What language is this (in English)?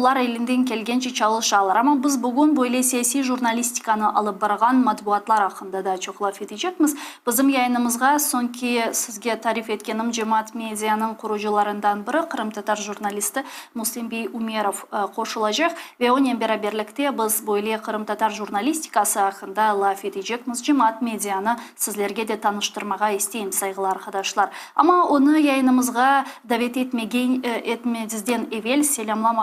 Crimean Tatar